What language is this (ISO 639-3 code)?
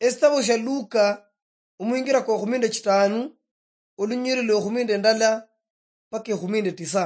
luy